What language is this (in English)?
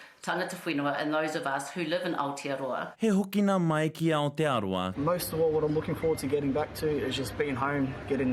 Māori